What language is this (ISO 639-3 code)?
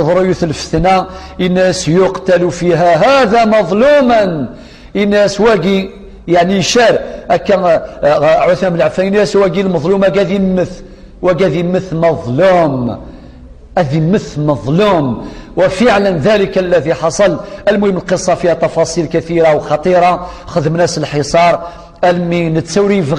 kab